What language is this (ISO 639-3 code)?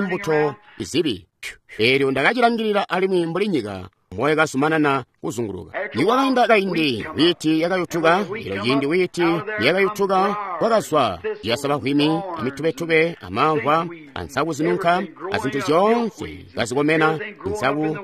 toi